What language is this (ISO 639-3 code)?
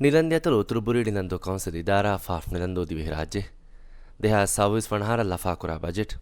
div